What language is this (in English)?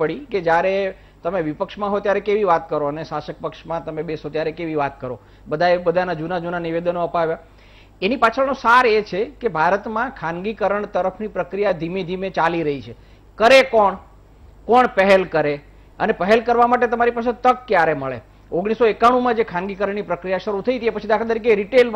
Gujarati